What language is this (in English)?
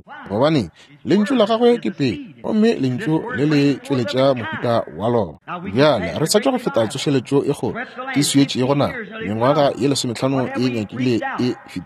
Northern Sotho